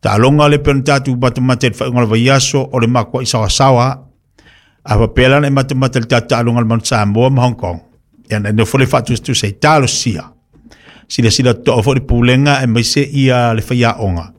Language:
Samoan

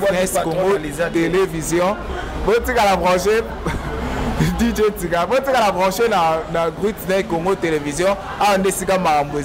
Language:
Lingala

